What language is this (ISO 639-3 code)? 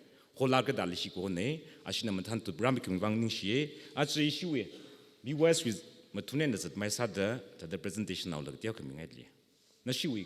nmf